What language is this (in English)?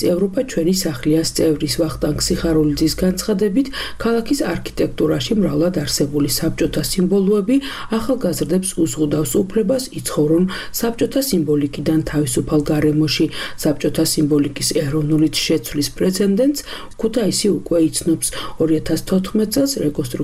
Georgian